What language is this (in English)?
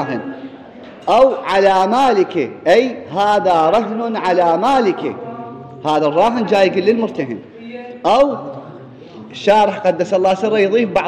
Mesopotamian Arabic